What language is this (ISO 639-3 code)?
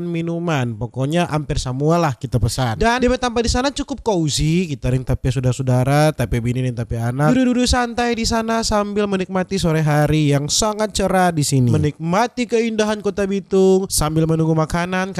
xmm